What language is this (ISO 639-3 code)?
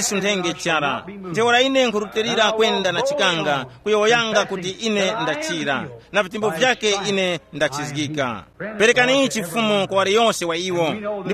tum